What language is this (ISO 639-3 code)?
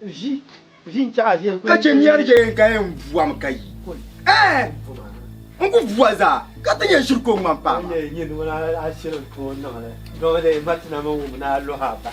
dag